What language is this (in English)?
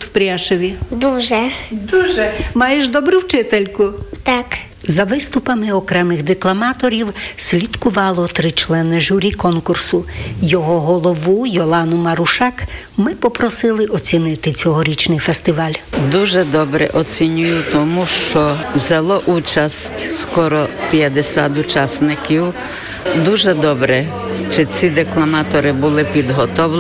Ukrainian